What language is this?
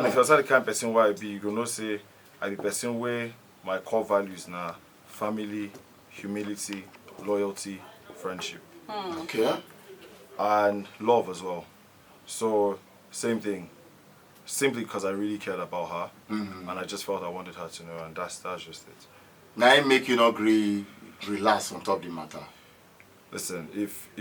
Nigerian Pidgin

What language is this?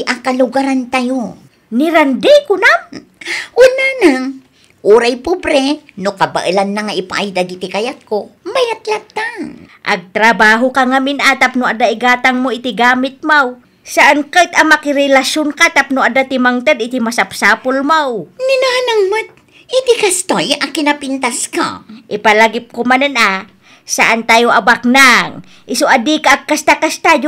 Iloko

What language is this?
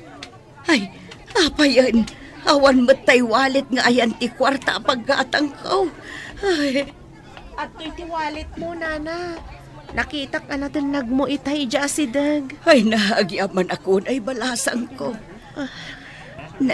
Iloko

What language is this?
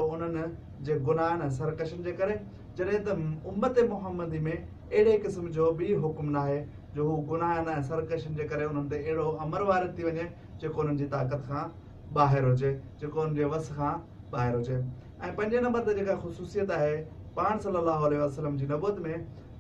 Sindhi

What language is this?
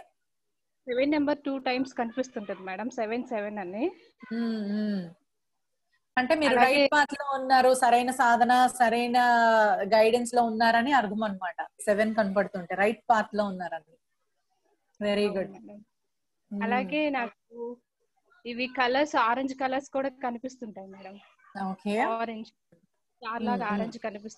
Telugu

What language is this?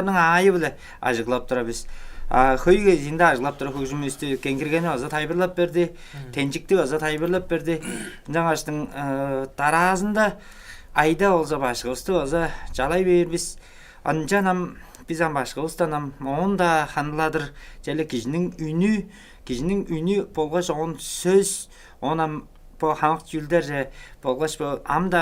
Tuvinian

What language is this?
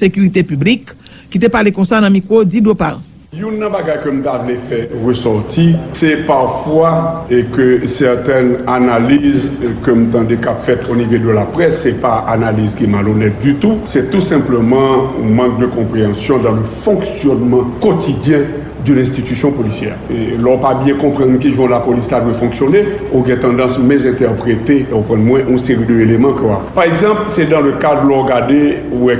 Haitian Creole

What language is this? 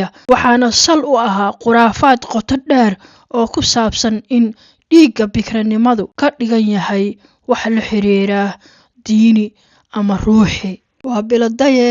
Somali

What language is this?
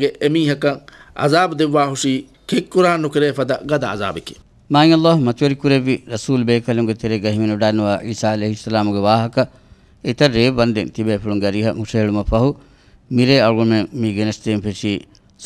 Divehi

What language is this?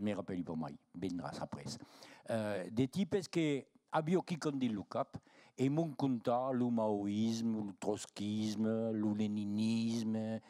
Occitan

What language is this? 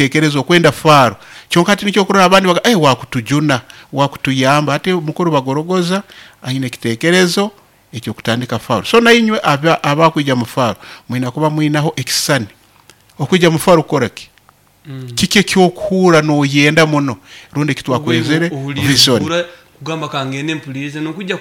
Nyoro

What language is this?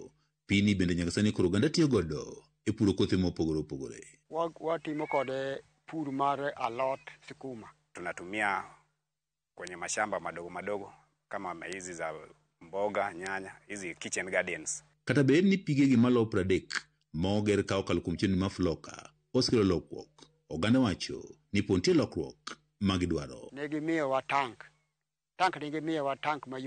Luo (Kenya and Tanzania)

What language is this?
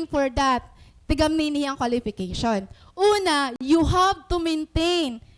Waray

